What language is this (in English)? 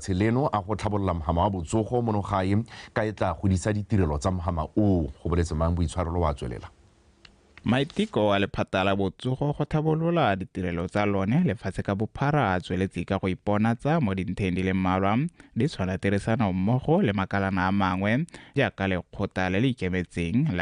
Tswana